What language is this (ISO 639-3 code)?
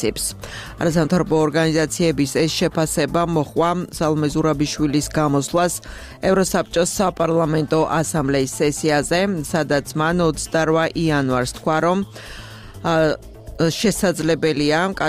kat